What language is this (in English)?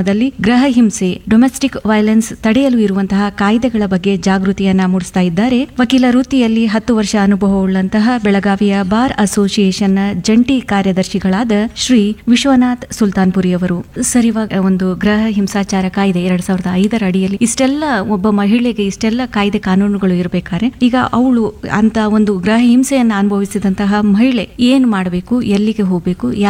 Kannada